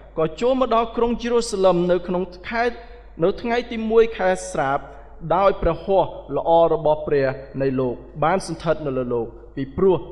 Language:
Khmer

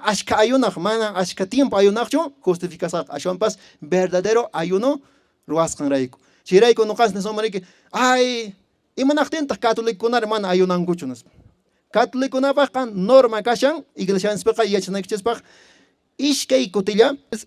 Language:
Quechua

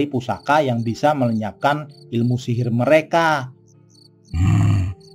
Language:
Betawi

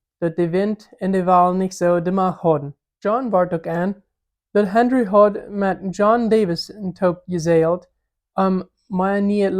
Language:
Plautdietsch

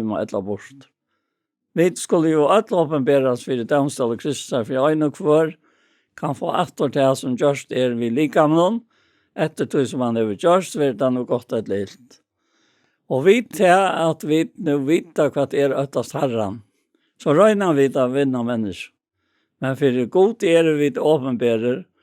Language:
Faroese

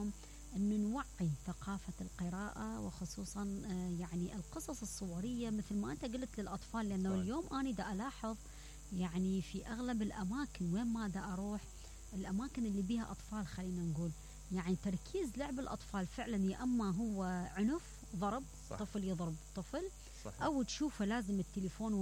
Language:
Mesopotamian Arabic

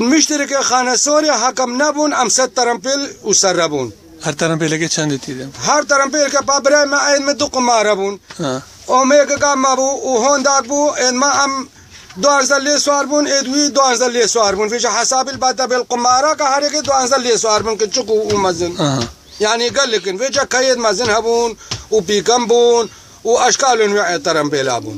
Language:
Kurdish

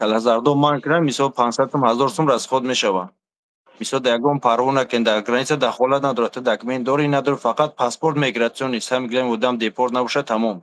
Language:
Tajik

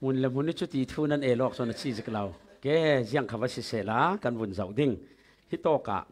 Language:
Falam Chin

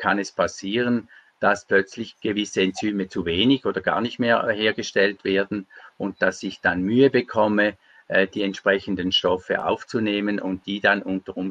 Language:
German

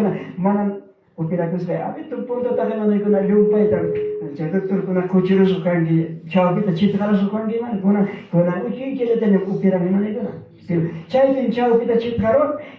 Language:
Ayacucho Quechua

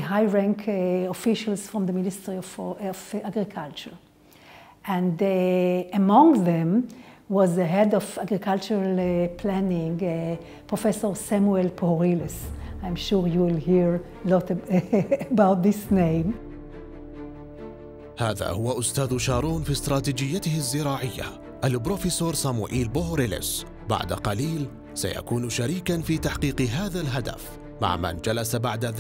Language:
Arabic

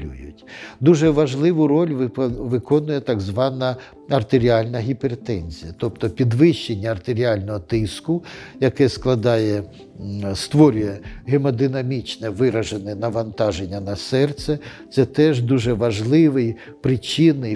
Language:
Ukrainian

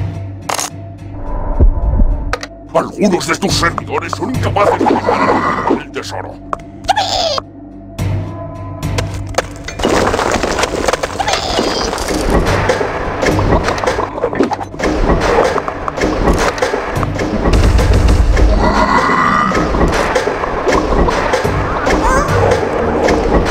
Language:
Spanish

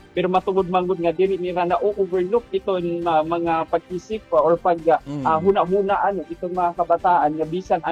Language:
Waray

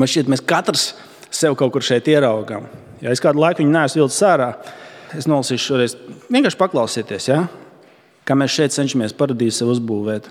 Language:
Latvian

